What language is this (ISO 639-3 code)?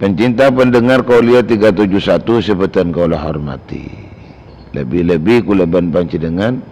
mad